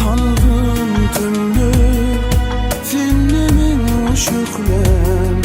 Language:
Turkmen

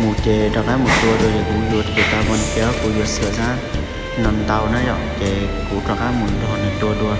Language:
Hmong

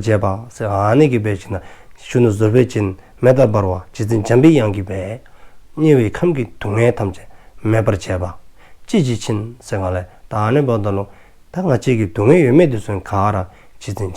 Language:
Dzongkha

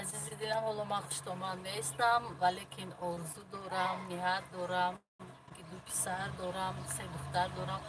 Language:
Tajik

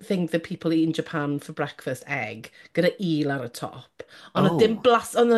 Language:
Welsh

